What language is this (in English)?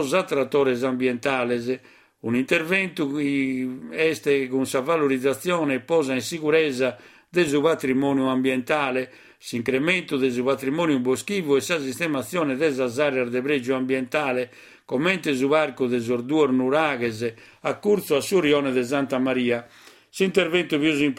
Sardinian